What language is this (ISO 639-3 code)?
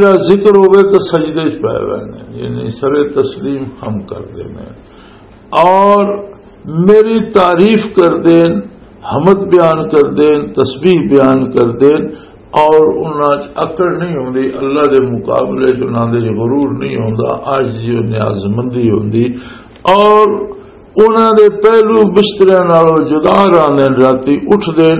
lah